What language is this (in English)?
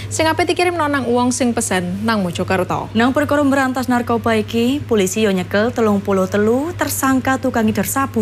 Javanese